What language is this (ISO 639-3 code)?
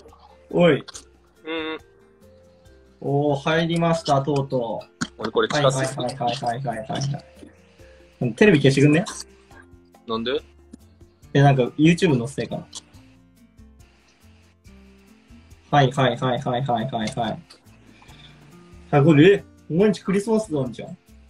jpn